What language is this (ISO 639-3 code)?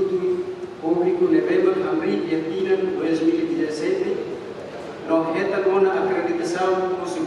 tet